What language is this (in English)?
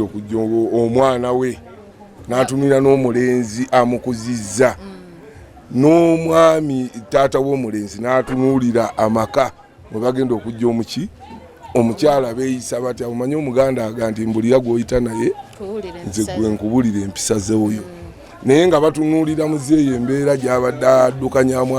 Ganda